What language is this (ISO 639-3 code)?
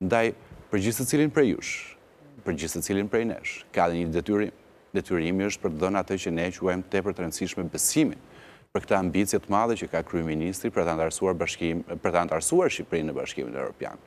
sqi